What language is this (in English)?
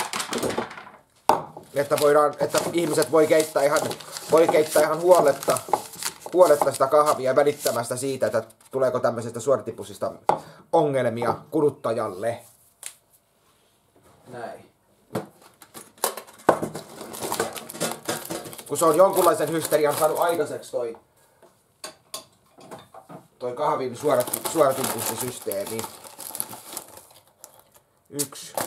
Finnish